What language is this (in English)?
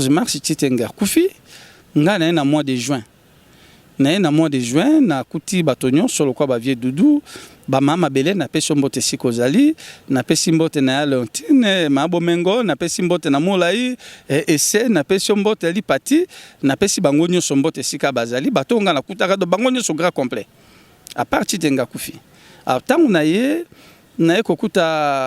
Lingala